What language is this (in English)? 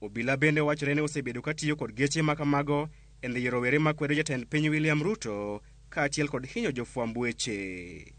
Luo (Kenya and Tanzania)